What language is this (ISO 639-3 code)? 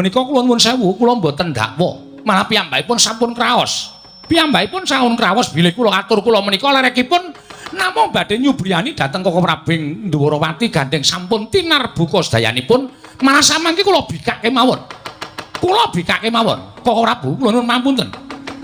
jav